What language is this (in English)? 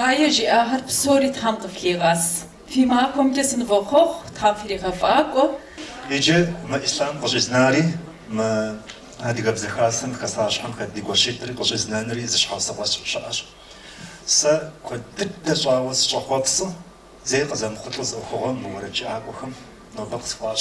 Kabardian